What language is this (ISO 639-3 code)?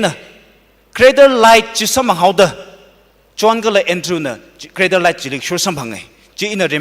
nmf